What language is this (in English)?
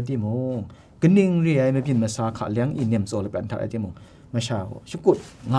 Kachin